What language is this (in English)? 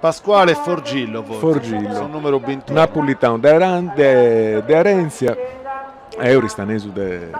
Sardinian